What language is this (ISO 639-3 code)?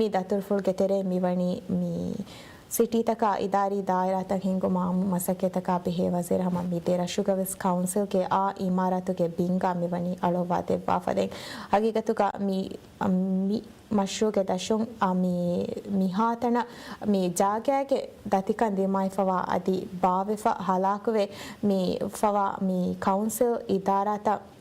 div